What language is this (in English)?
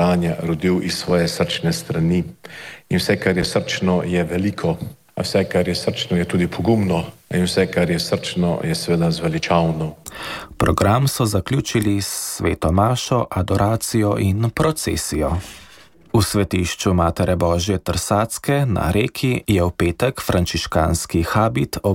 Slovenian